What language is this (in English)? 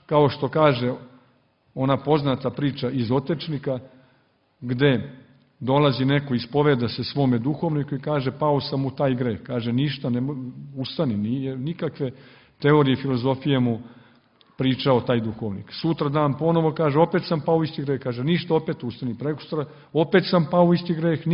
Serbian